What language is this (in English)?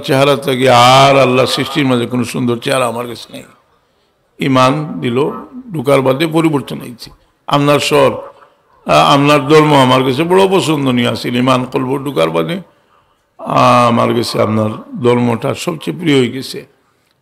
Sylheti